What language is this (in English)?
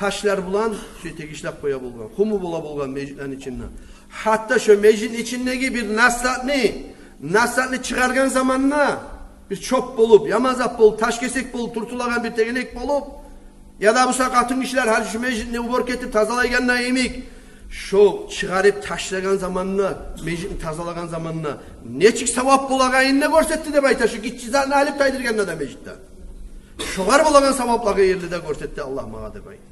Kumyk